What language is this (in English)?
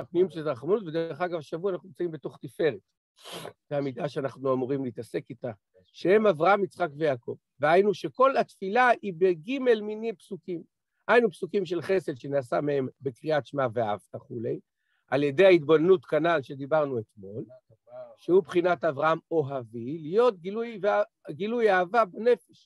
Hebrew